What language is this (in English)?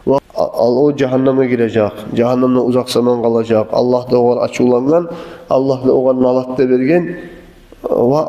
Kumyk